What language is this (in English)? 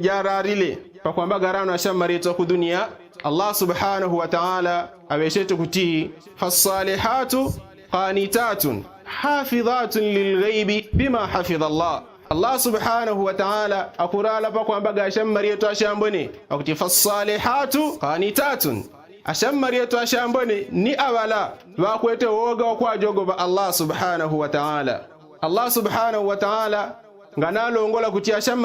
Yao